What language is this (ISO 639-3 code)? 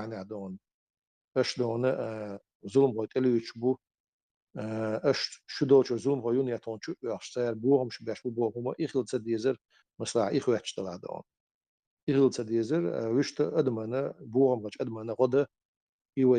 che